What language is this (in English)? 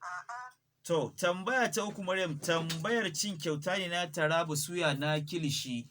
Hausa